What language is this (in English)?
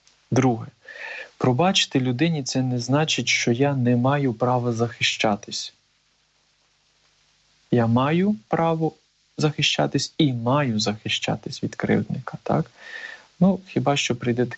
Ukrainian